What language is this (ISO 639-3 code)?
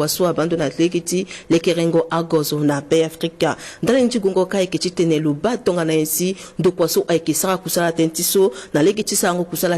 sag